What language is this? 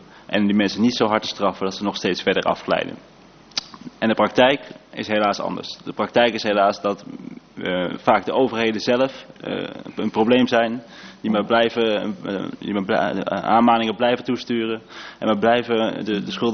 Dutch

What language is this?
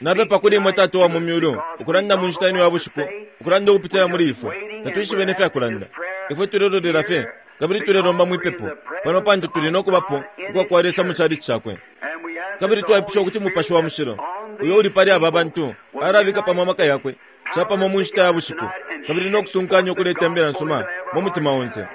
Bemba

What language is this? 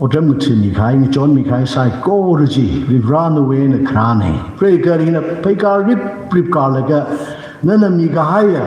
Tangkhul Naga (India)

